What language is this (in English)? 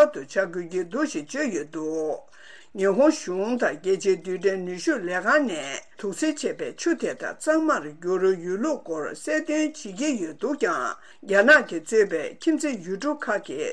Tibetan